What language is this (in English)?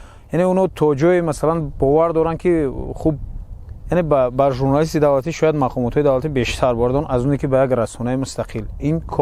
Tajik